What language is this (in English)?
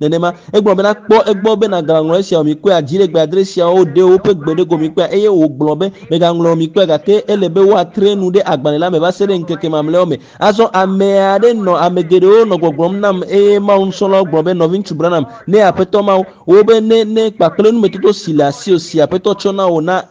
Ewe